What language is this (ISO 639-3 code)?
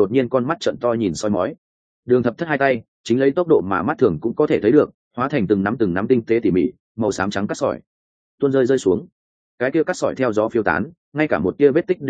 vie